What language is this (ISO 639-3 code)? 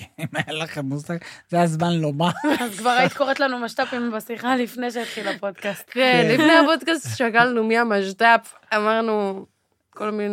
heb